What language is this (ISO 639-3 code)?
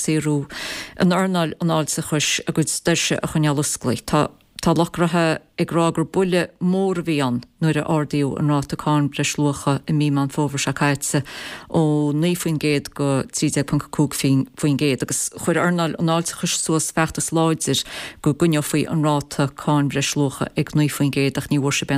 gle